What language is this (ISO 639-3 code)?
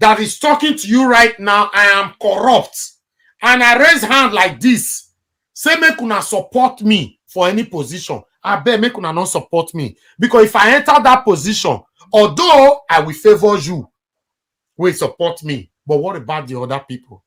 pcm